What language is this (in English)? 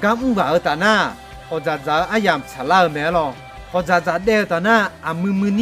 Akha